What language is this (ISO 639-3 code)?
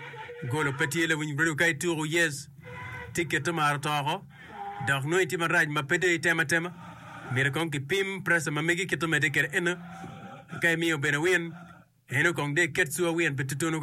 ach